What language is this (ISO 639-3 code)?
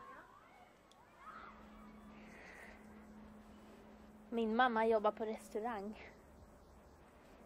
swe